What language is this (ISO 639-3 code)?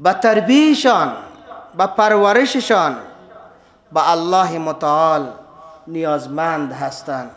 fas